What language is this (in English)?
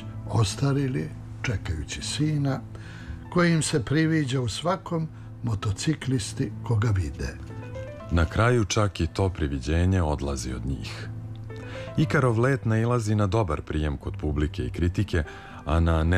Serbian